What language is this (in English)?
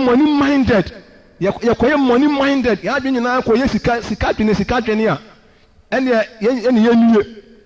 Akan